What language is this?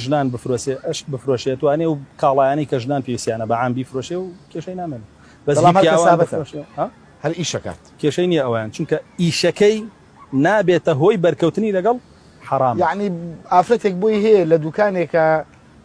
Central Kurdish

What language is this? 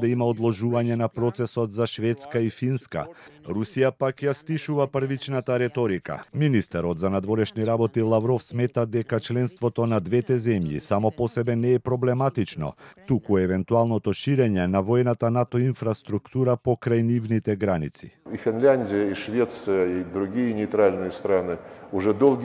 Macedonian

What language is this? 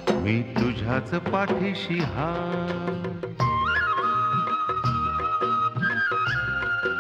Marathi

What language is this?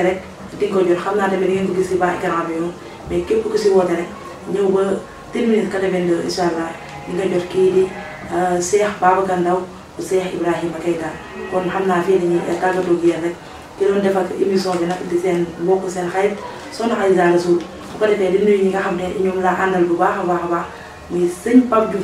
Wolof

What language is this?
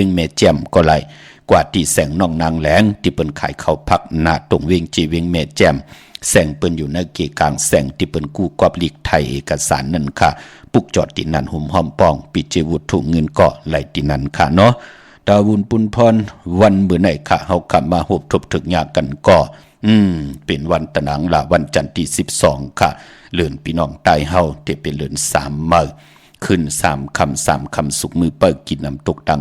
Shan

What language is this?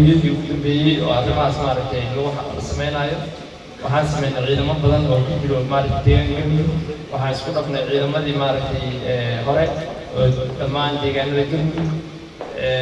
Somali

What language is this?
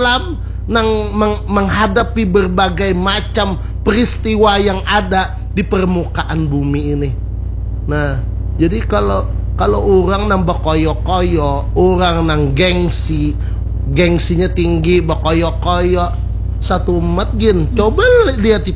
Banjar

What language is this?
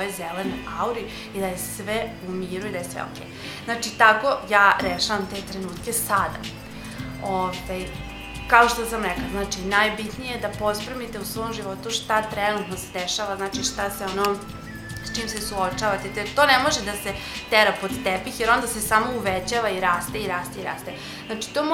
Serbian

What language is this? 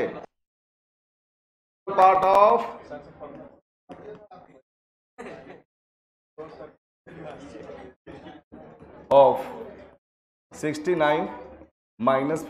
Hindi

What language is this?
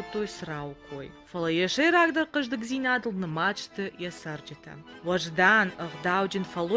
Ossetic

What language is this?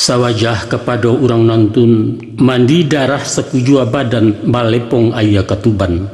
Minangkabau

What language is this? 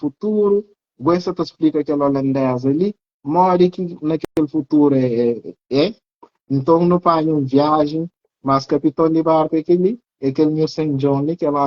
Kabuverdianu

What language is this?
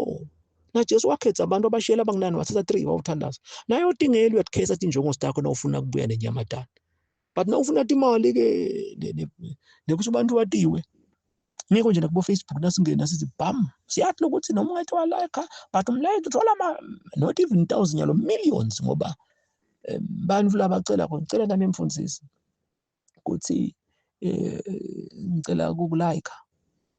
Zulu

